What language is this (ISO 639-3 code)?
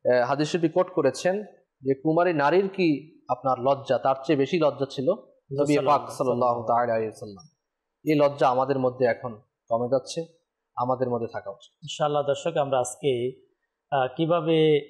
ben